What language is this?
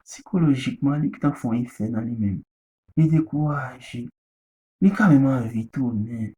Haitian Creole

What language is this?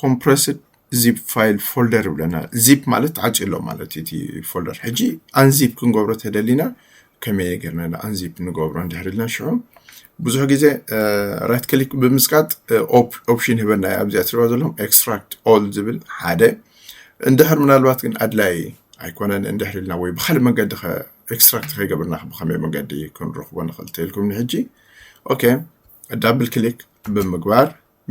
Tigrinya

